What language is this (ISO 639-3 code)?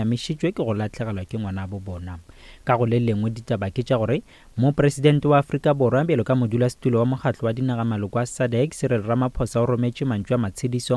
nso